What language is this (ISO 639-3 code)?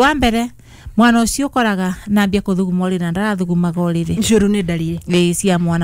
kik